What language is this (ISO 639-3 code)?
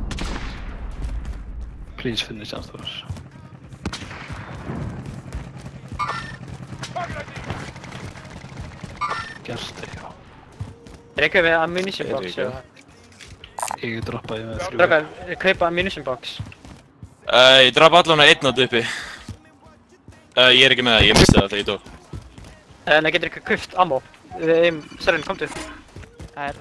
isl